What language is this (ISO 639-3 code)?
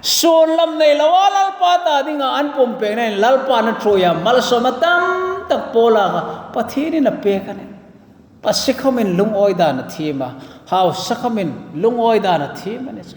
hmr